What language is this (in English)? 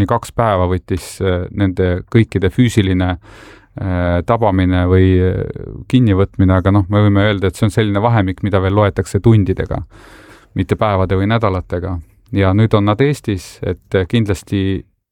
Estonian